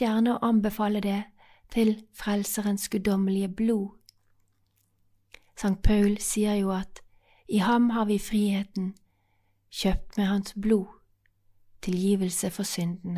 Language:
Norwegian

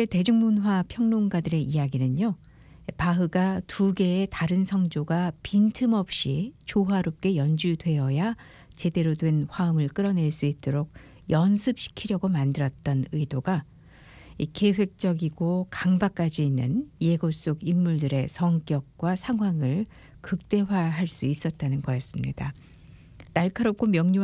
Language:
Korean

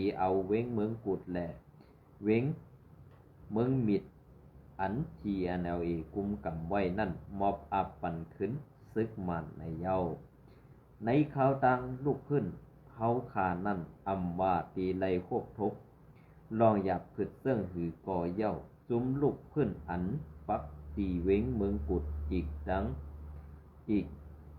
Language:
Shan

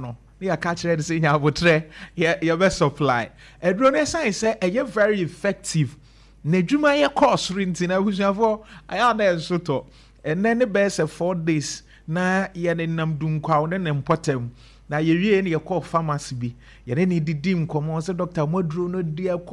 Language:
Akan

